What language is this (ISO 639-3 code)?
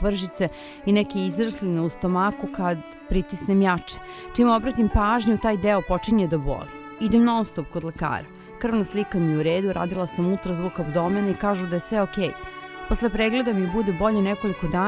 srp